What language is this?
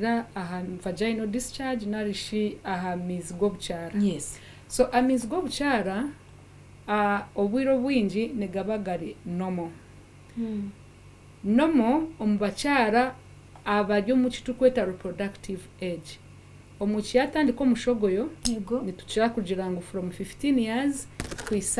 Nyankole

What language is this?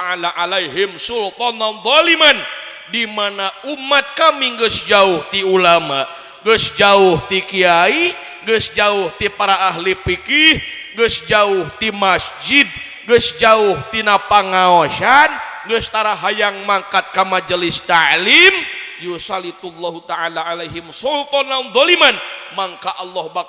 Sundanese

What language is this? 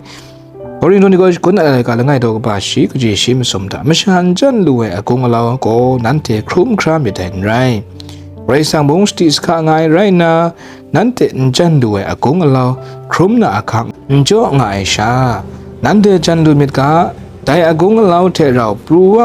Kachin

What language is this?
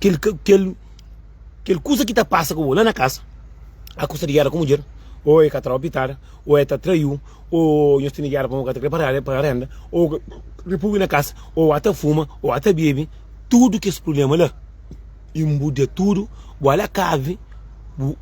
Kabuverdianu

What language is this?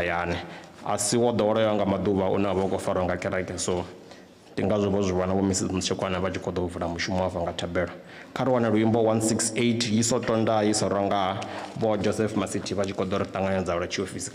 Venda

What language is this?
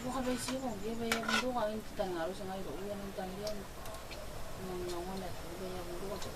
Gilbertese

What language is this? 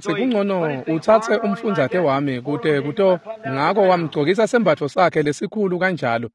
Swati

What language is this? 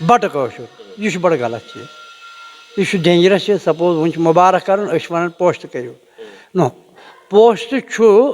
Kashmiri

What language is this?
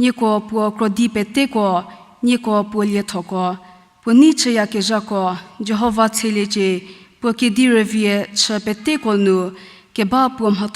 Angami Naga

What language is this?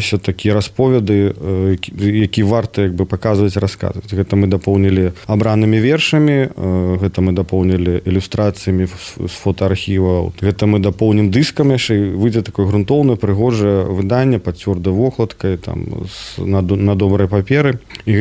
Belarusian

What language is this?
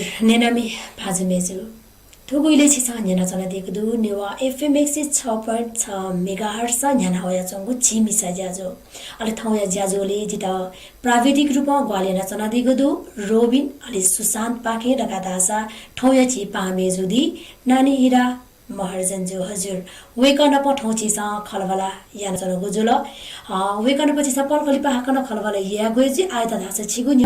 Newari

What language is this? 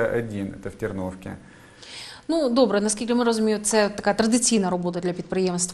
Ukrainian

